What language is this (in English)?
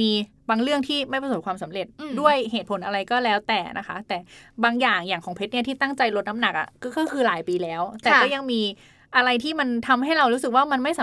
Thai